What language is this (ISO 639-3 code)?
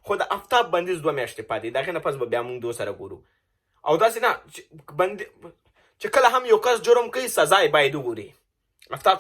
pus